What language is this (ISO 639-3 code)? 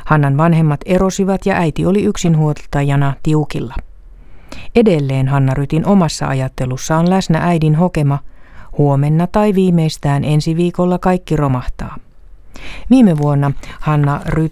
fin